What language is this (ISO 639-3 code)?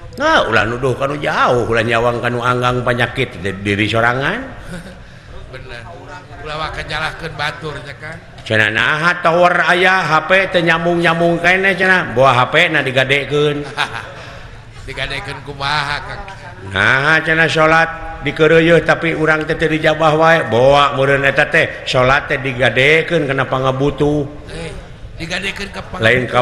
sun